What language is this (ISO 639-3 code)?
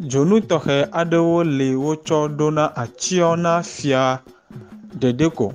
ewe